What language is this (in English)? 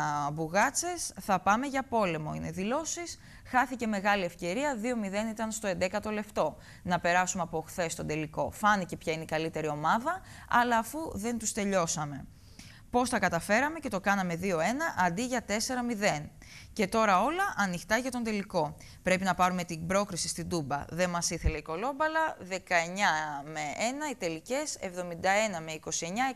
Greek